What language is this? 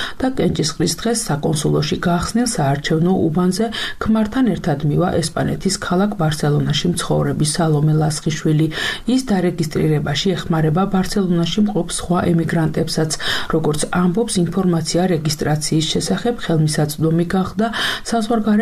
Georgian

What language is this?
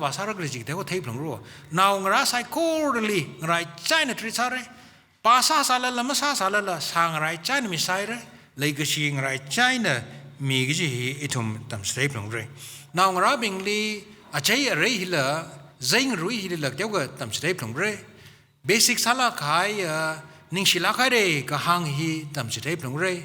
Tangkhul Naga (India)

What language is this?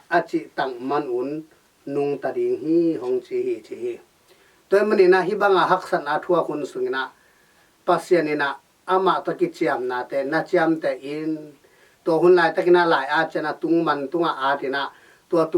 Tedim Chin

